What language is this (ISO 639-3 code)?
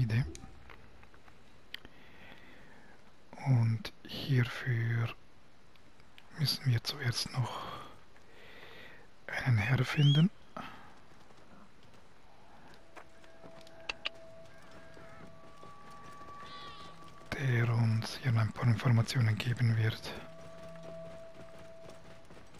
deu